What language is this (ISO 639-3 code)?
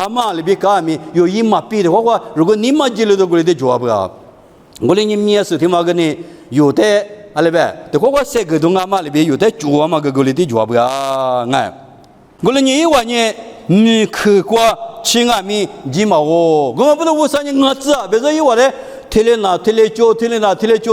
lis